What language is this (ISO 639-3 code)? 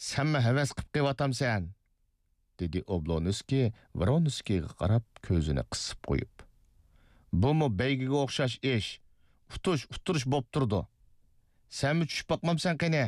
uig